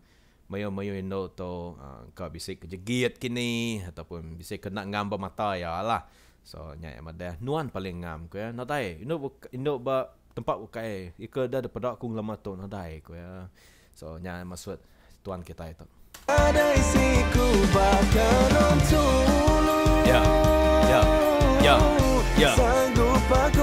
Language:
Iban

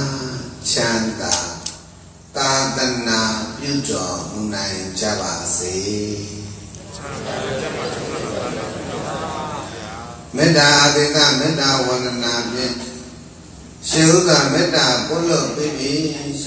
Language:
Burmese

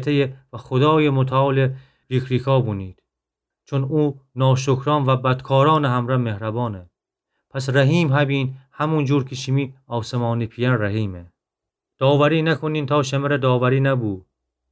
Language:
Gilaki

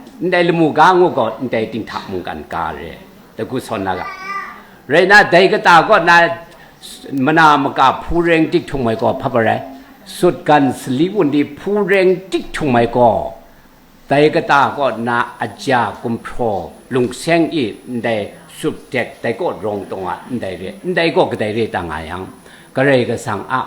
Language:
Kachin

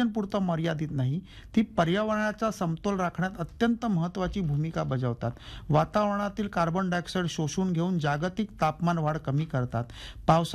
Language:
Marathi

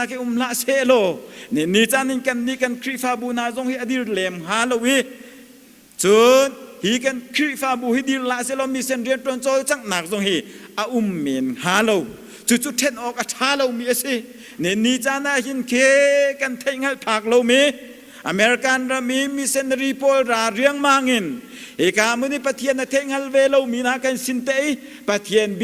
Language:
Hakha Chin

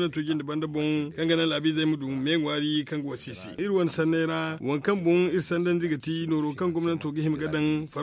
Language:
Zarma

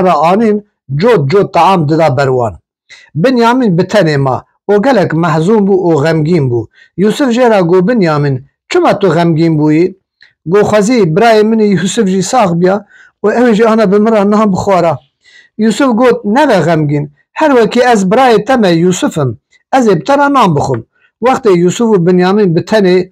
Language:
Kurdish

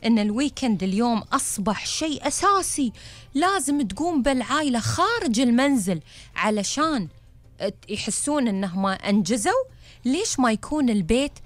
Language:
Gulf Arabic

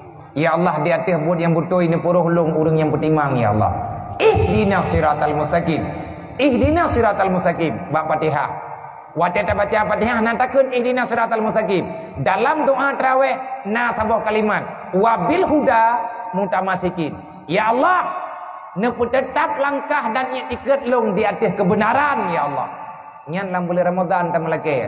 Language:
Achinese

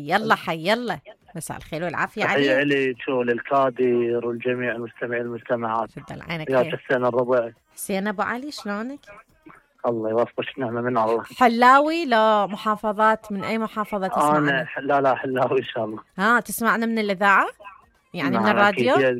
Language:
Mesopotamian Arabic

